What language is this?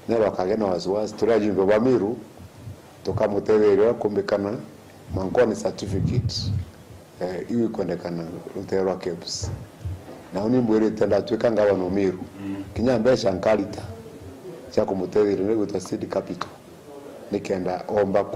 Meru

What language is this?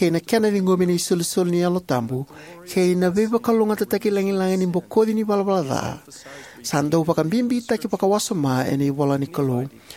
Fijian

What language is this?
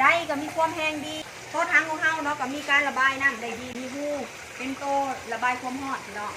Northeastern Thai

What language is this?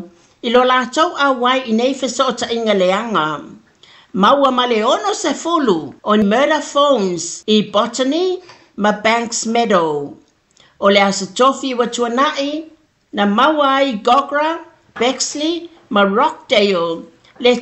Samoan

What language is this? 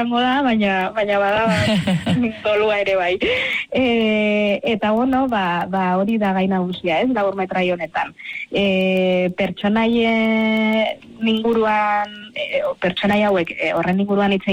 Basque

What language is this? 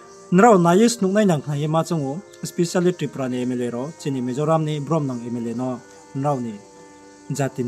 Riang (India)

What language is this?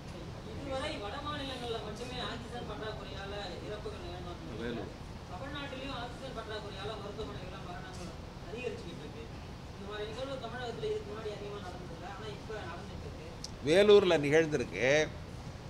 Tamil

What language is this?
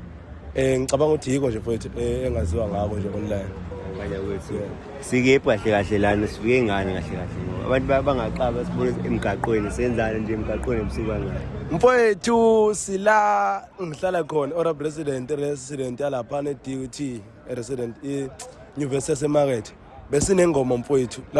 Zulu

